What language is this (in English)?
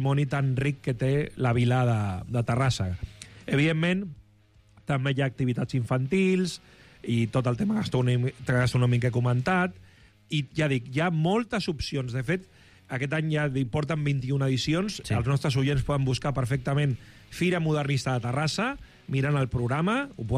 Catalan